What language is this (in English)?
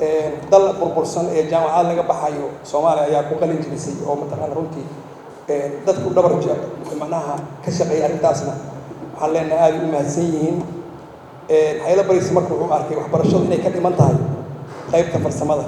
Somali